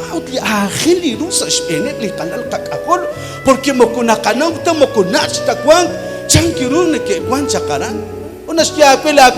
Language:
Kekchí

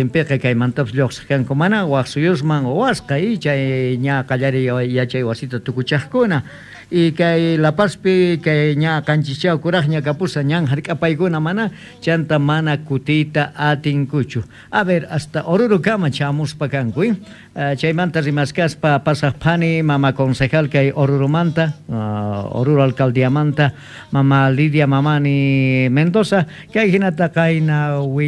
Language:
Quechua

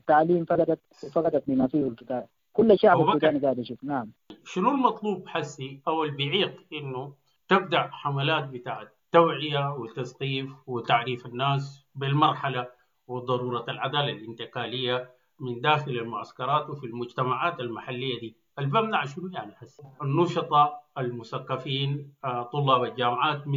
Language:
Sudanese Arabic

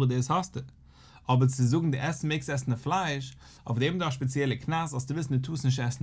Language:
Yiddish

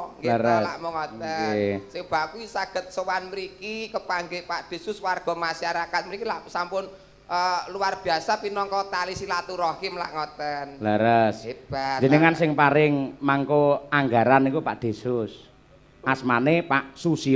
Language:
Javanese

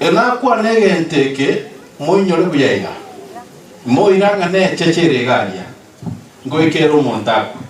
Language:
Gusii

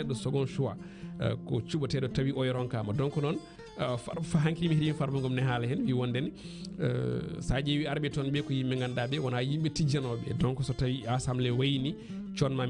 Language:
Fula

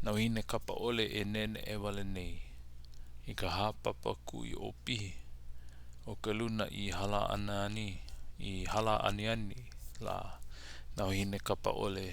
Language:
Hawaiian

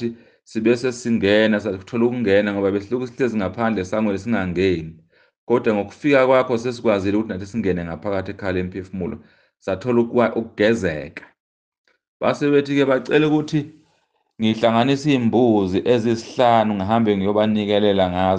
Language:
Zulu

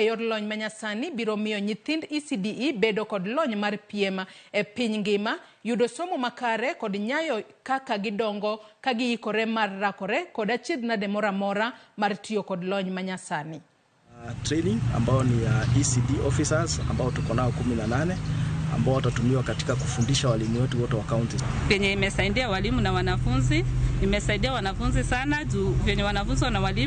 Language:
Luo (Kenya and Tanzania)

